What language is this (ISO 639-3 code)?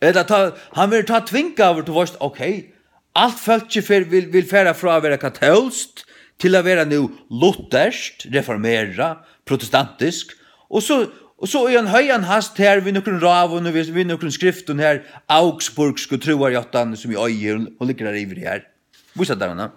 fao